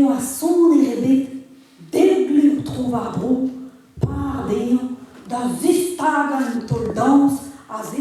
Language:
Breton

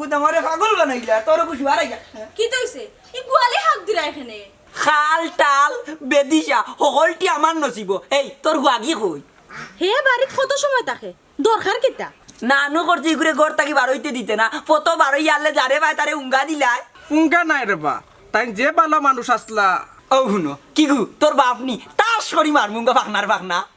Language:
Sylheti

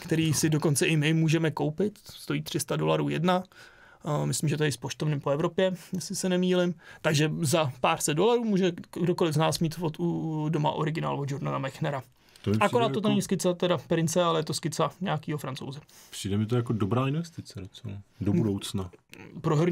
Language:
Czech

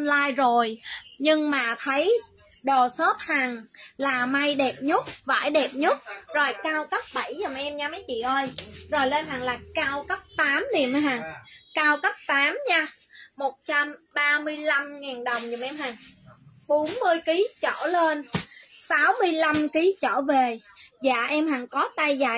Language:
Vietnamese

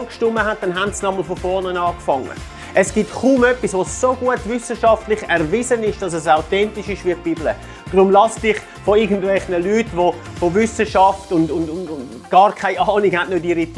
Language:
Swiss German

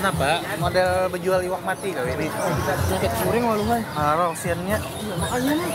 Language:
Banjar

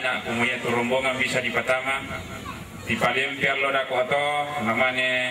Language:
Toraja-Sa'dan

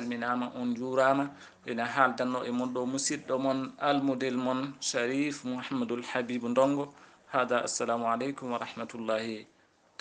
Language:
Fula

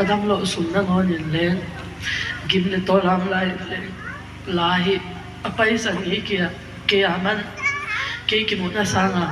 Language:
Tedim Chin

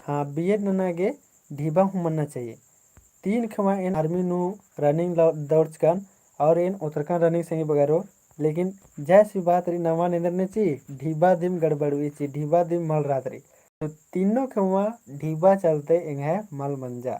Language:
Kurukh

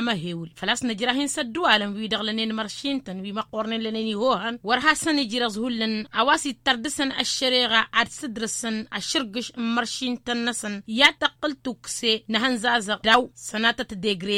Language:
Tamasheq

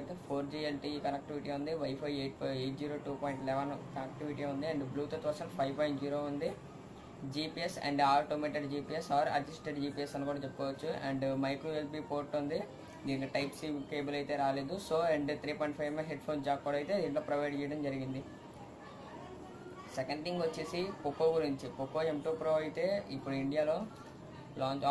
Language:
Telugu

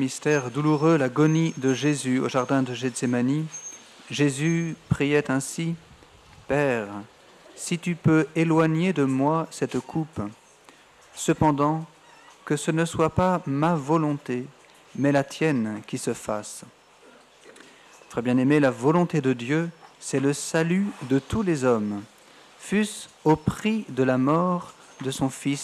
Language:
French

